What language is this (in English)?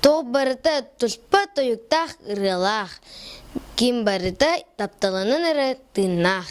Yakut